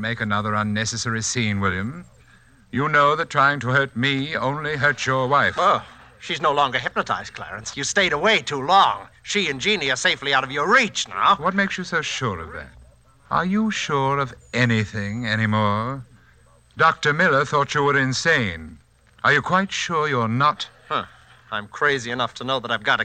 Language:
English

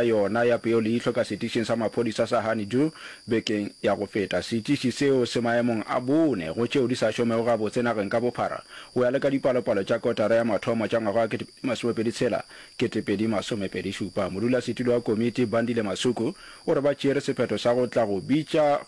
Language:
Northern Sotho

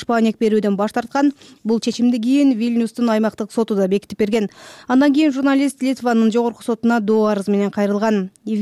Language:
Kyrgyz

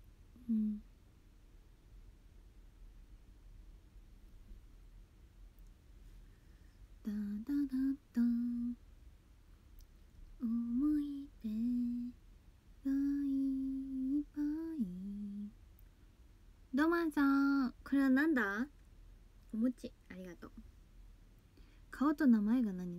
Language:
Japanese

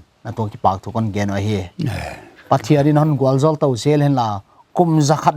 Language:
Paite Chin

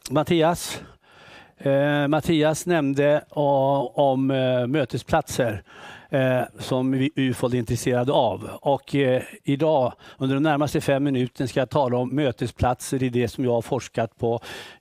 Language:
Swedish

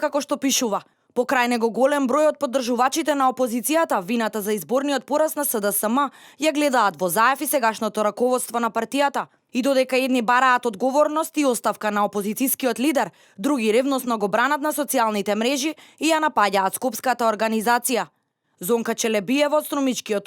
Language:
Macedonian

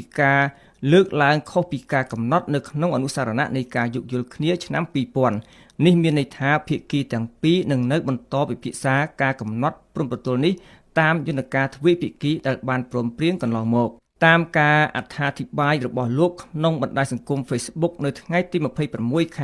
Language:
Khmer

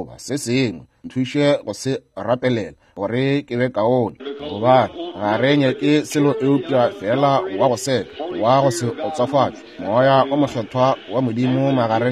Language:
Northern Sotho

